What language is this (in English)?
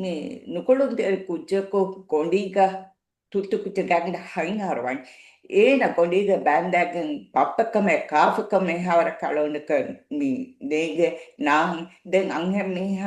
Divehi